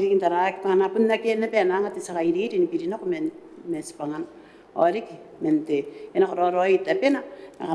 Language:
Gilbertese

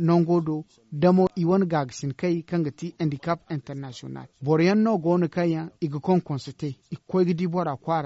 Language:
Zarma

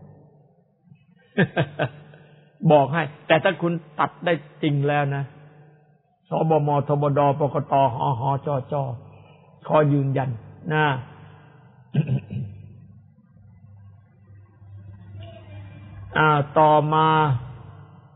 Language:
Thai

